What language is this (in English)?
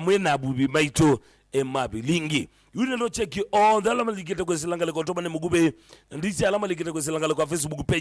Kamba